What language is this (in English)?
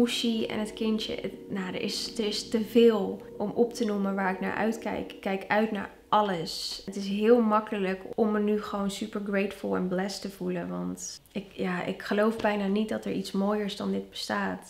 Dutch